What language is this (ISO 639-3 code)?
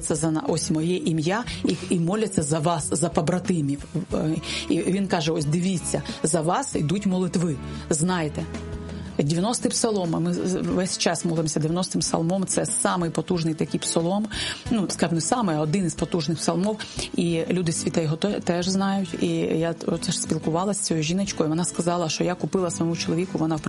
ukr